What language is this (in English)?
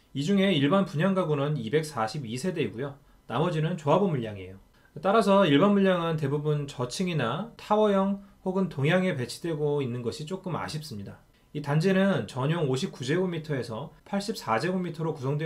Korean